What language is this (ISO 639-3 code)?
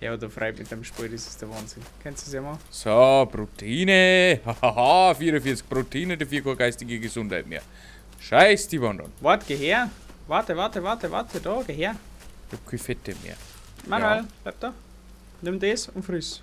bar